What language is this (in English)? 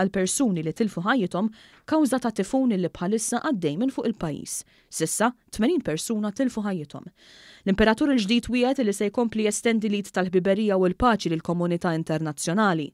Maltese